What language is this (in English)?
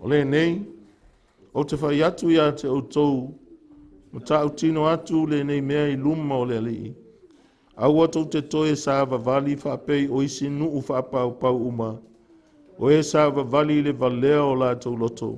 Samoan